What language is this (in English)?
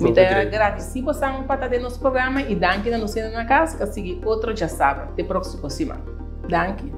Papiamento